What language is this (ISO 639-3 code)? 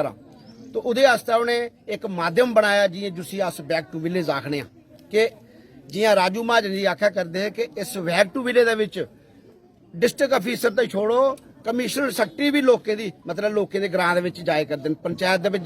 doi